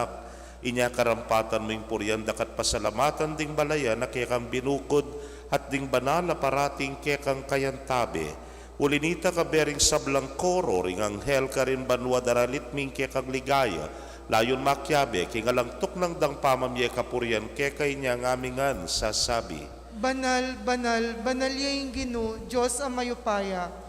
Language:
Pampanga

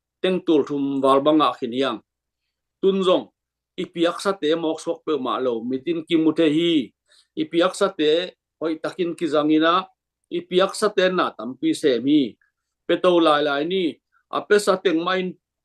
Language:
Tedim Chin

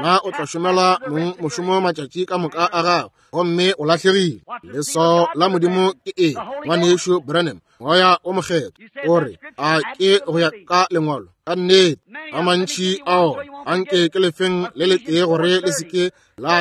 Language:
Northern Sotho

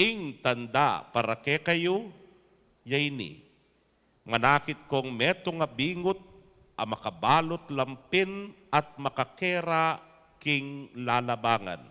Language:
Pampanga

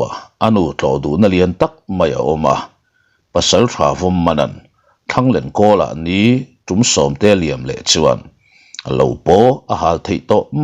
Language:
Mizo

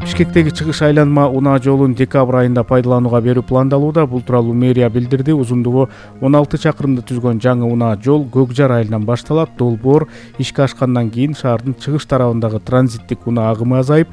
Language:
Kyrgyz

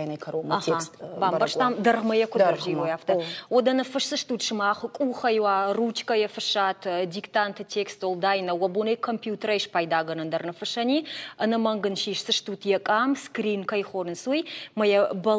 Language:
Ossetic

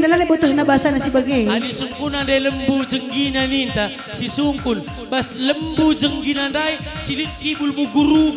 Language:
Batak Karo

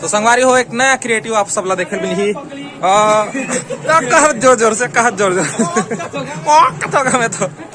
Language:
Chhattisgarhi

